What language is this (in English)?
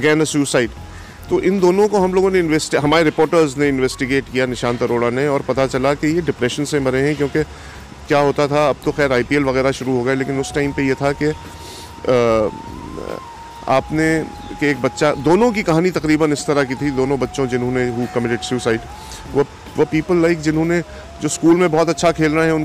Hindi